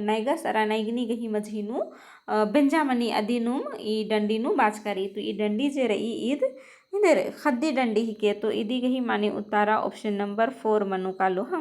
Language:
Kurukh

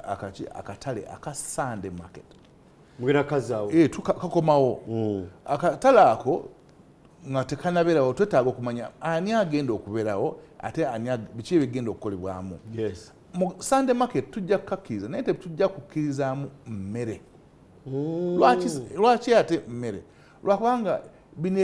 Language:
Ganda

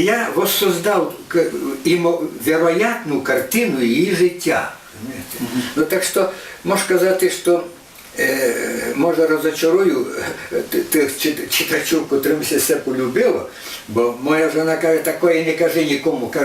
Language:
Rusyn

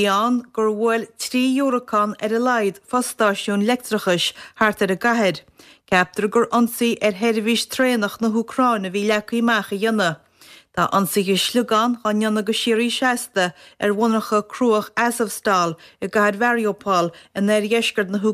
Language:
Irish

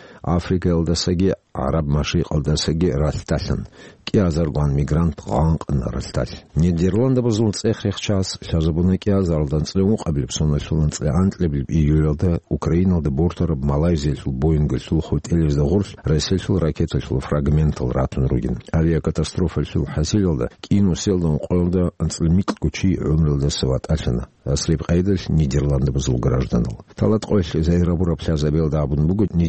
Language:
Avaric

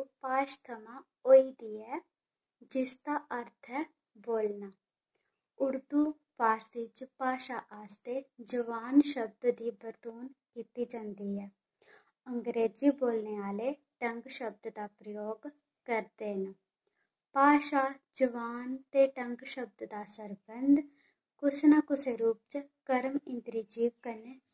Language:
Dogri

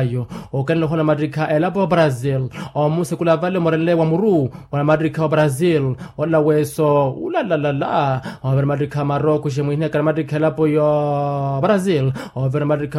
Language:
Makhuwa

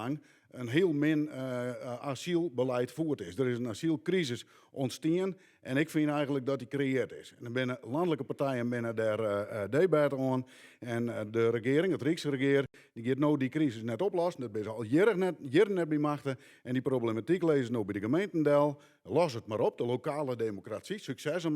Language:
Western Frisian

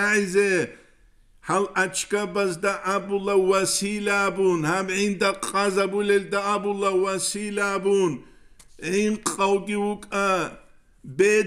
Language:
Avaric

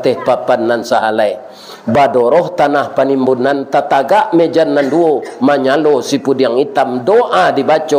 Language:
Minangkabau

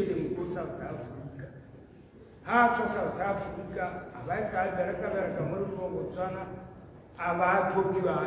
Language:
Tswana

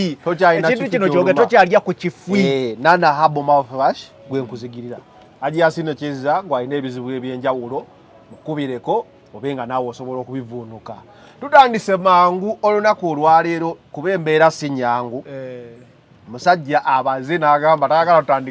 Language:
Ganda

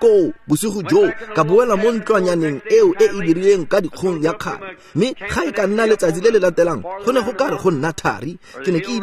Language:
Tswana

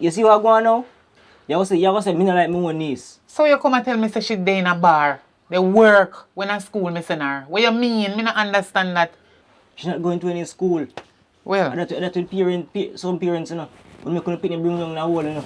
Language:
Jamaican Creole English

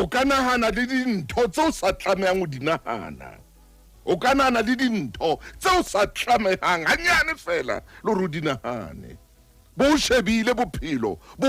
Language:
Southern Sotho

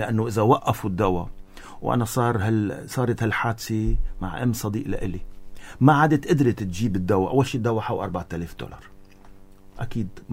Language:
North Levantine Arabic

